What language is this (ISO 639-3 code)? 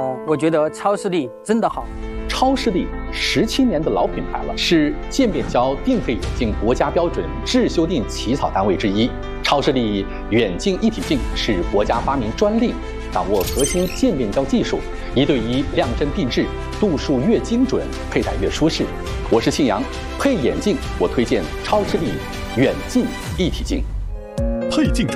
zho